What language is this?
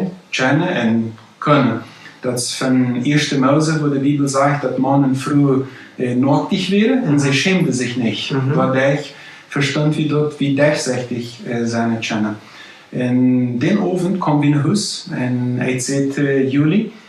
Plautdietsch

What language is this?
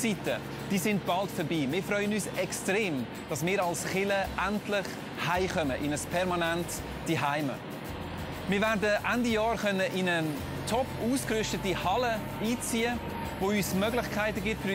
Swiss German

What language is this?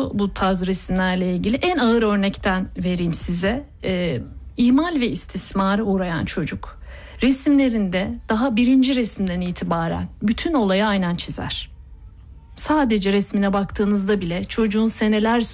Turkish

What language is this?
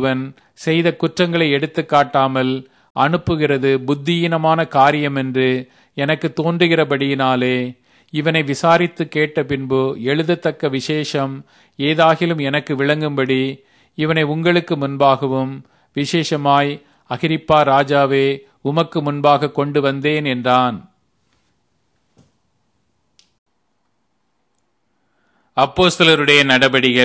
Tamil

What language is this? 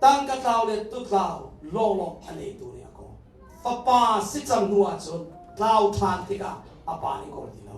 Hakha Chin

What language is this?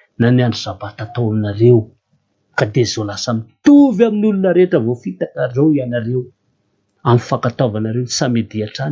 Malagasy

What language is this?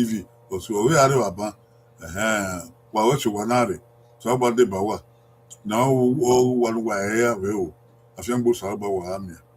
Bini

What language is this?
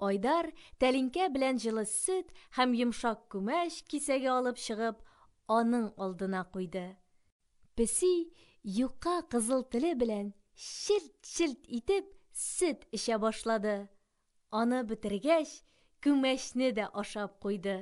Tatar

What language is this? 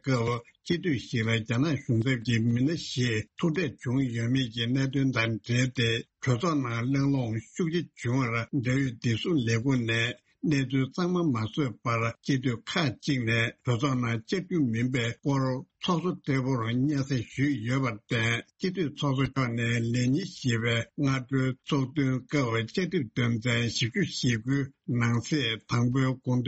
Tibetan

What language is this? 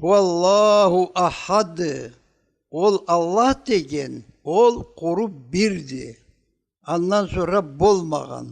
Karachay-Balkar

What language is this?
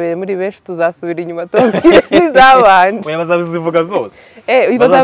Kinyarwanda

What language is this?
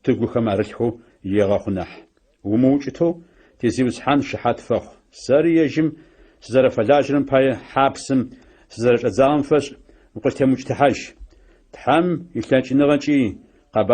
Adyghe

